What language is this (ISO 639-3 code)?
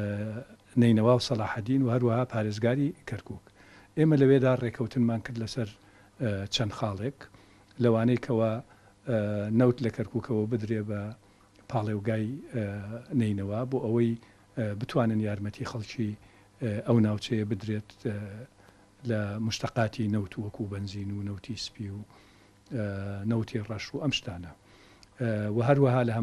ckb